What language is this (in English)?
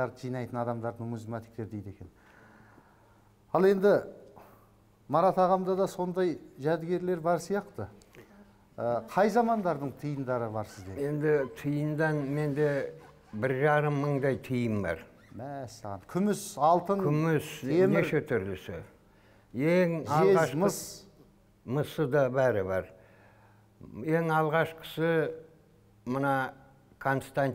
Kazakh